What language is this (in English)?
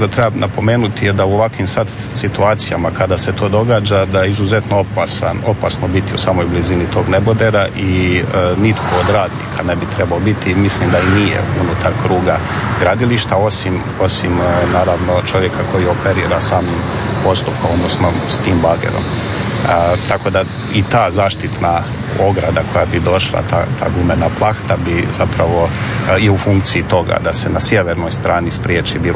Croatian